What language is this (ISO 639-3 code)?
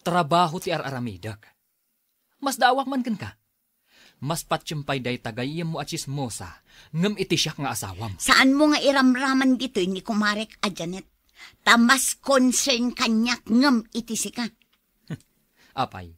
ilo